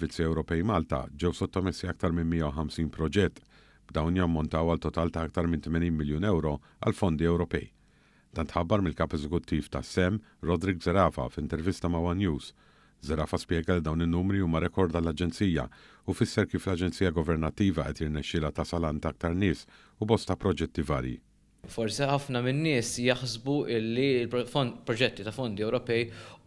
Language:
Maltese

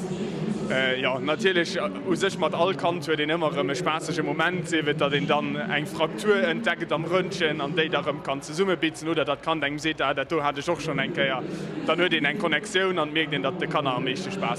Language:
Luxembourgish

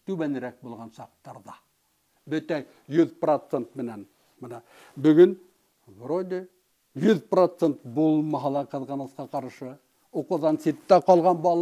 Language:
Bashkir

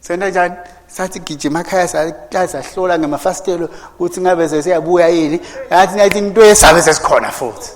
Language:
Swati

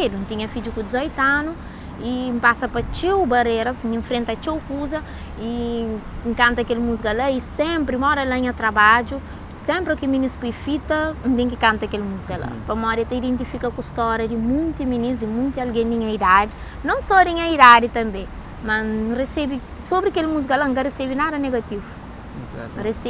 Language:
Kabuverdianu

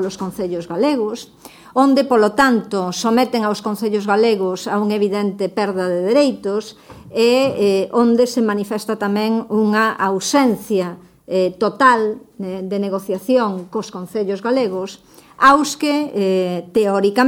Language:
Galician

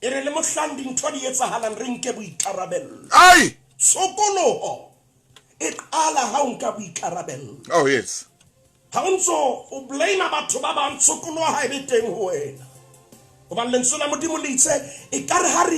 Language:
Southern Sotho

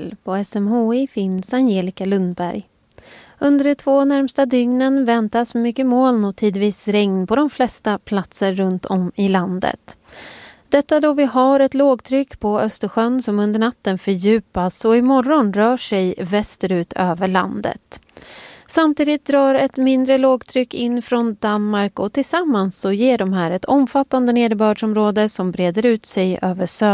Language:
Swedish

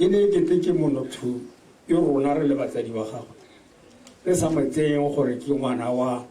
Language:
Tswana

